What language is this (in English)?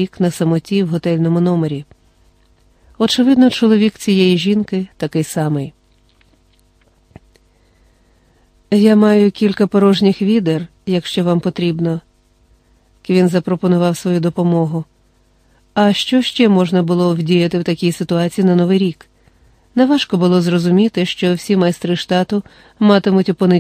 Ukrainian